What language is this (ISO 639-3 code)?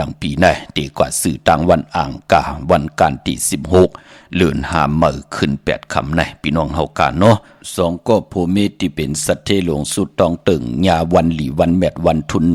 shn